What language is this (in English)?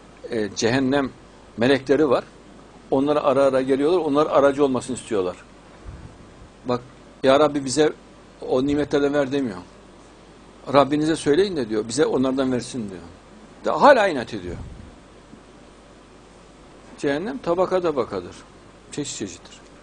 Turkish